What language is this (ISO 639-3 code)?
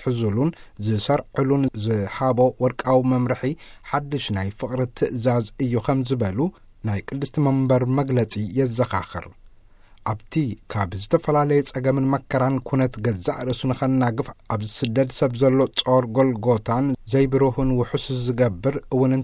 tir